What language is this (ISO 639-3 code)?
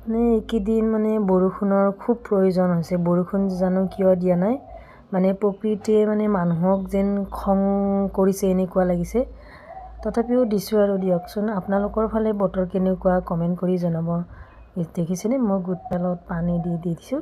asm